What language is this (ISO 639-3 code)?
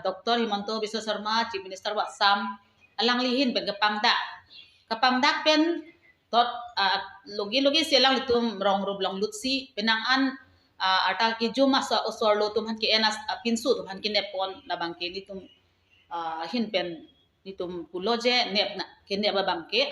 mjw